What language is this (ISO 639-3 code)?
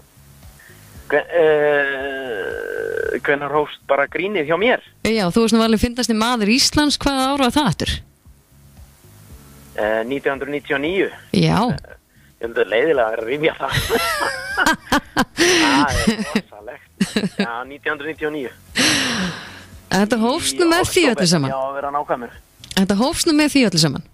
isl